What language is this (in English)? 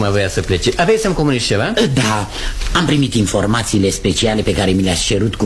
Romanian